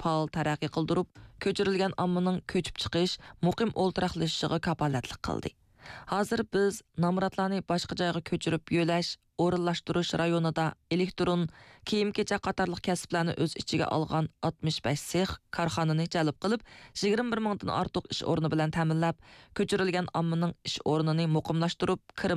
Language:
Uyghur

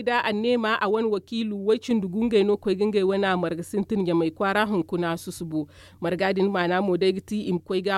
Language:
Zarma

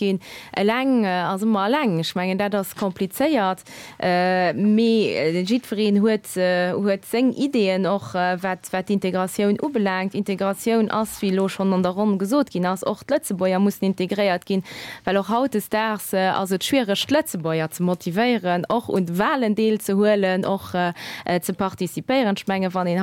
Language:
Luxembourgish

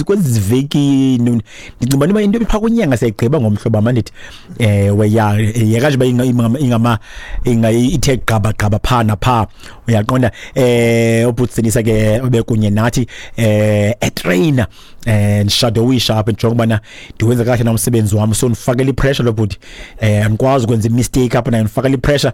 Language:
Xhosa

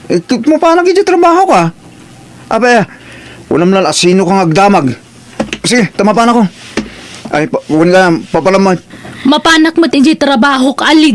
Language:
Iloko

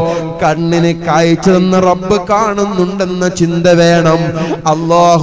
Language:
Malayalam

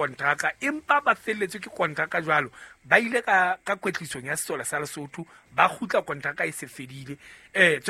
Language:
Southern Sotho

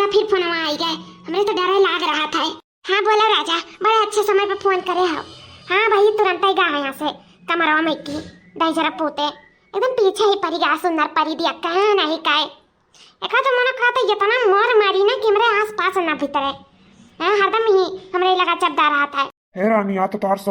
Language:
Awadhi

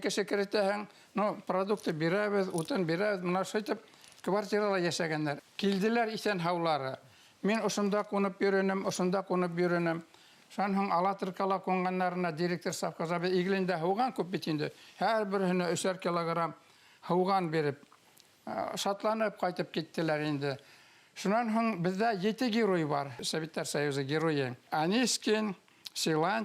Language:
Bashkir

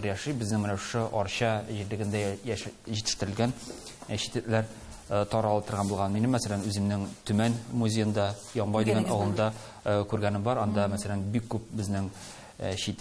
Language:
Tatar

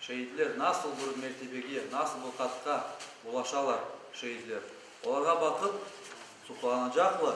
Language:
Crimean Tatar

